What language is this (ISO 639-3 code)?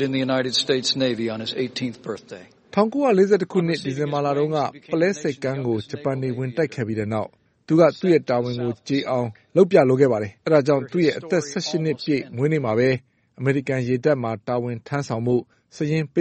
mya